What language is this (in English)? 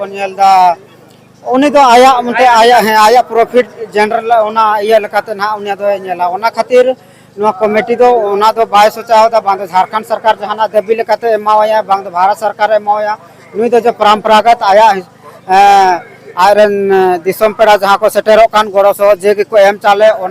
Santali